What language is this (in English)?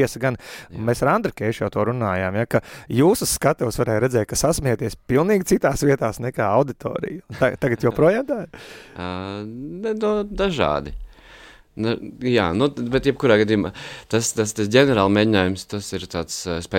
Latvian